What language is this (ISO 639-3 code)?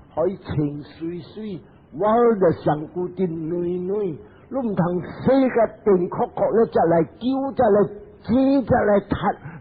nan